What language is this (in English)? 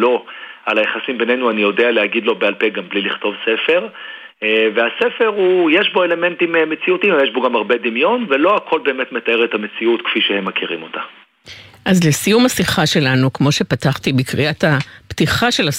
Hebrew